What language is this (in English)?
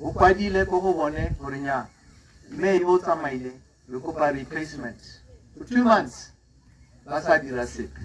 Tswana